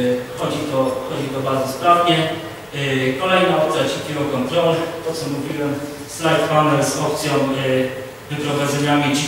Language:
Polish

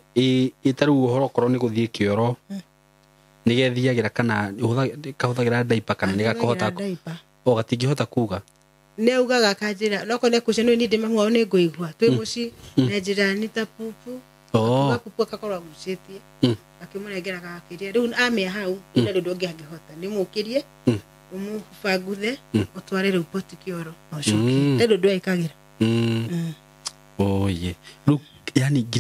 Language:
Kikuyu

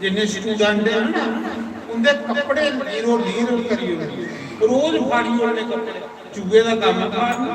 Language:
Dogri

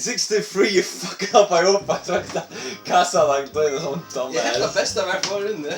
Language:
Faroese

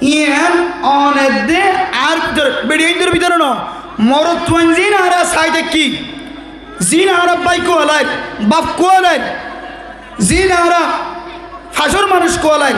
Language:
Rohingya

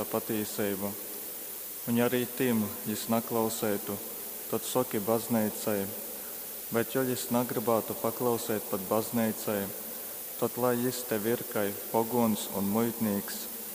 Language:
Latgalian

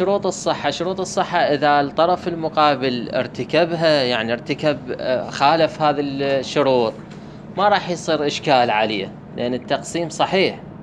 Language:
Mesopotamian Arabic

